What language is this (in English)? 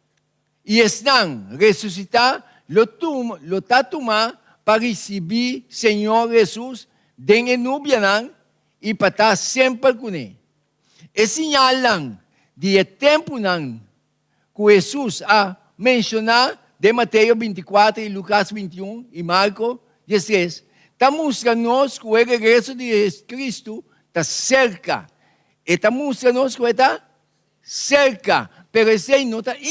Papiamento